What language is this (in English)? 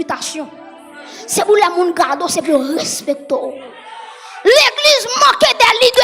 Haitian Creole